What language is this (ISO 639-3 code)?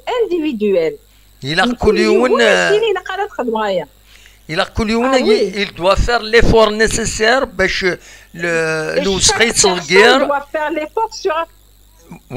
kab